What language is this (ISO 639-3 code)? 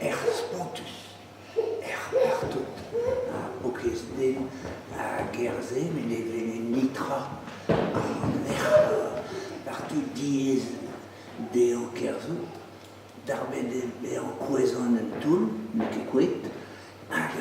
bre